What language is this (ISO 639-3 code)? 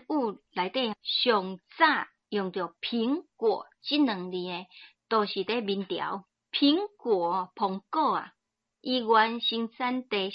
nan